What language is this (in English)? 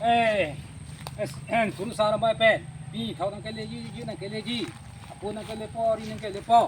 Karbi